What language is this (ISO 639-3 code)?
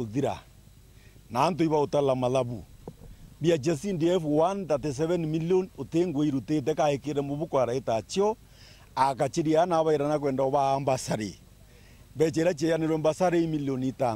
mer